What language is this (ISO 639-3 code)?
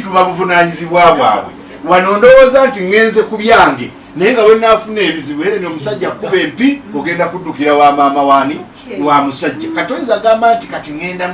lug